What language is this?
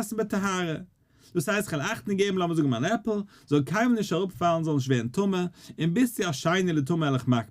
Yiddish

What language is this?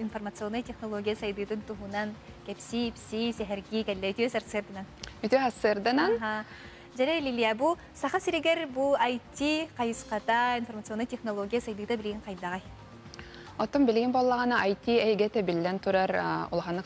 Yakut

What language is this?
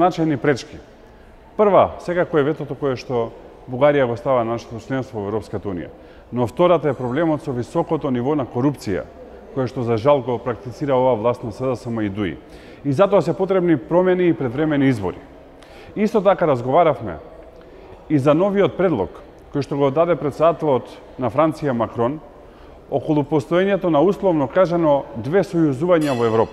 Macedonian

